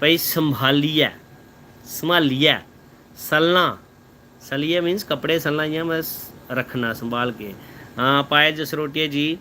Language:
Dogri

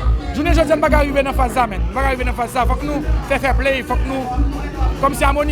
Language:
Haitian Creole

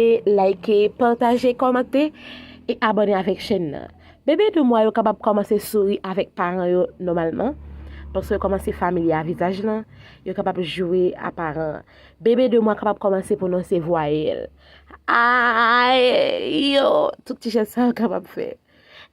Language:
Haitian Creole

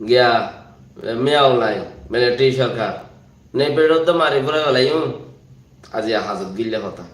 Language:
Rohingya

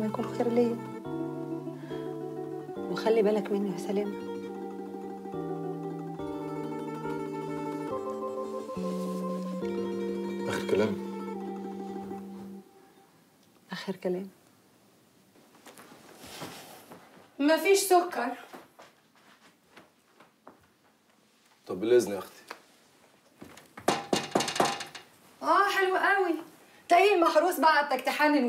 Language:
Egyptian Arabic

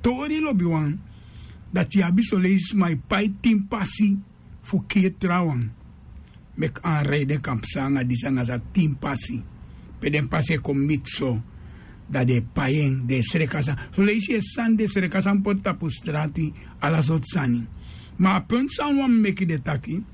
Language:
Sranan Tongo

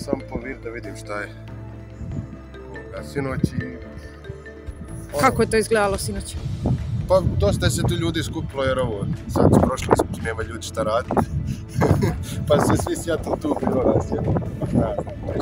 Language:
Croatian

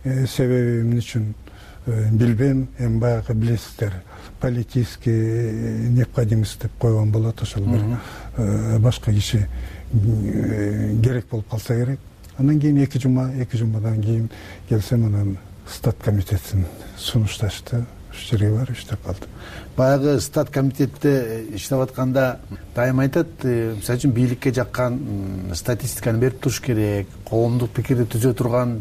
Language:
Kyrgyz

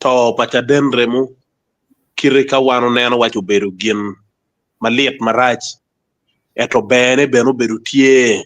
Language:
Acoli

